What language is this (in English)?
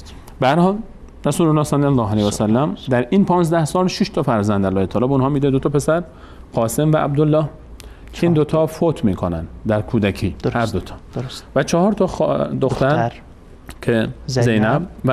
Persian